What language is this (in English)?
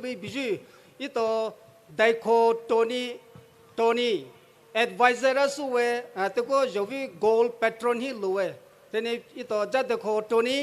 Poumei Naga